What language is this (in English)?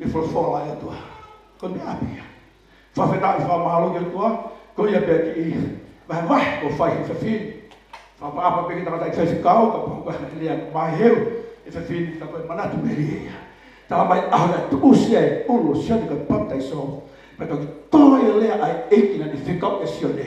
Tongan